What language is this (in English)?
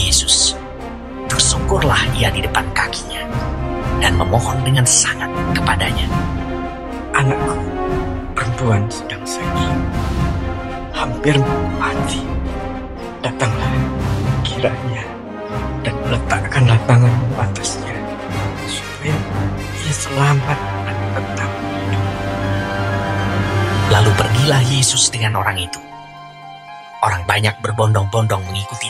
Indonesian